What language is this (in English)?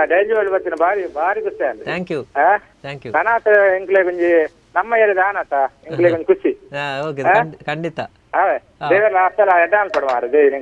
Tulu